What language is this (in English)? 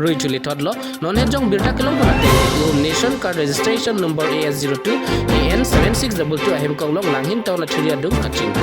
Karbi